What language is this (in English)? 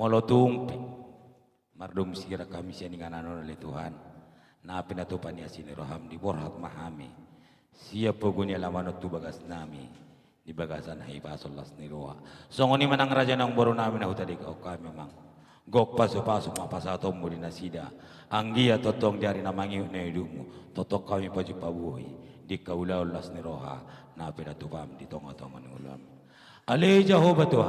Batak Toba